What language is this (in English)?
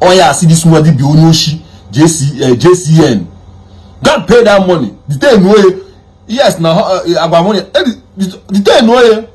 Igbo